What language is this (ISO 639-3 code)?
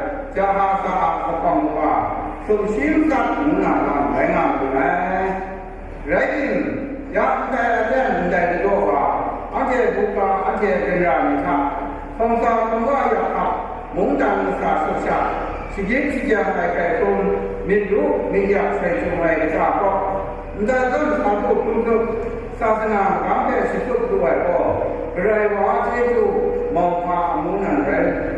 kac